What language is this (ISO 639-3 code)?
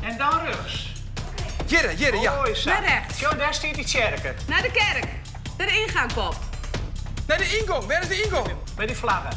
fry